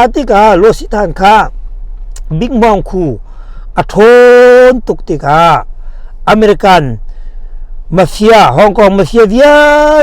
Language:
Hakha Chin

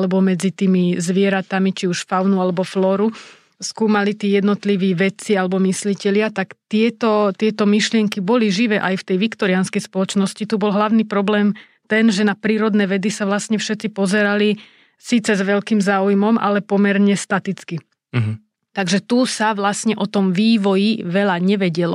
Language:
Slovak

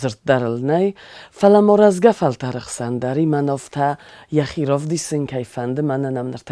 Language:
Ossetic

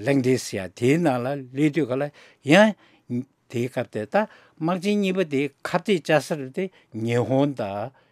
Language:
Tibetan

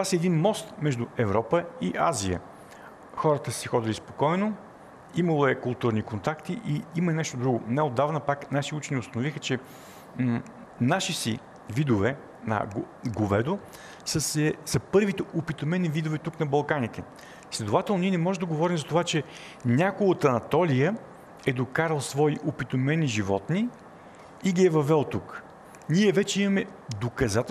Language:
Bulgarian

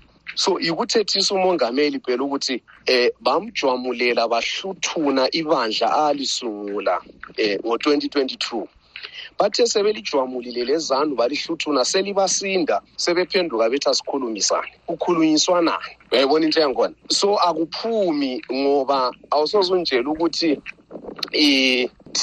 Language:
North Ndebele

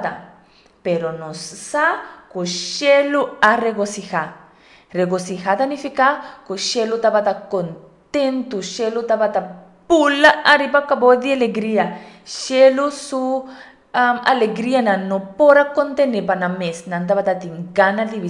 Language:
Papiamento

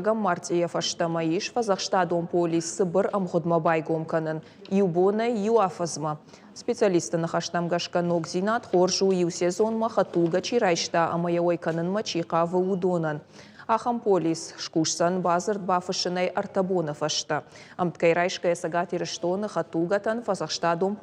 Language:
Ossetic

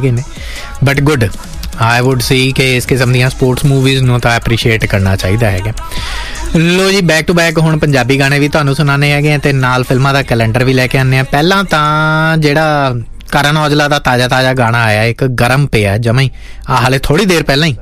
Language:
Punjabi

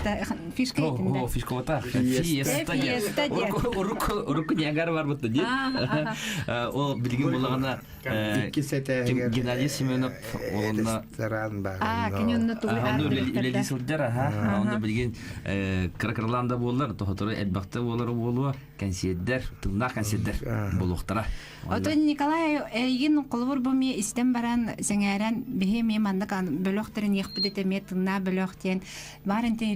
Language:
Yakut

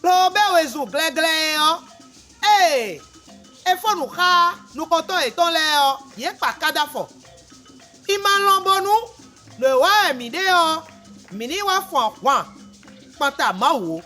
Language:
Fon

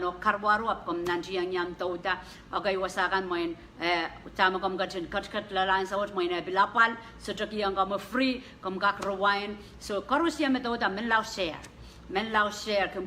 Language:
Pohnpeian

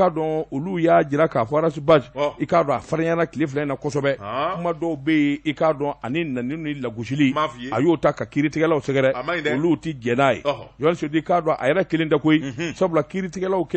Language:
Bambara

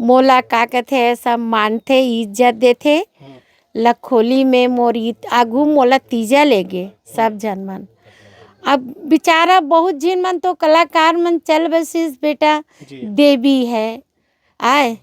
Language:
Chhattisgarhi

